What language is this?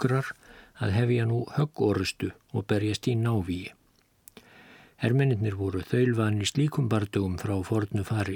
Icelandic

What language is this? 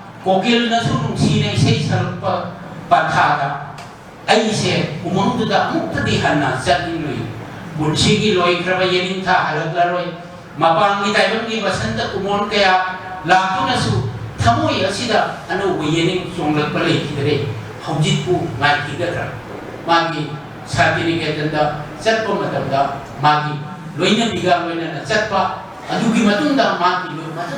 Manipuri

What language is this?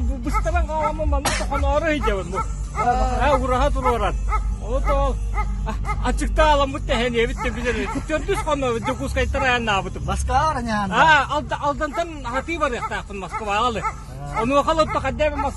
Yakut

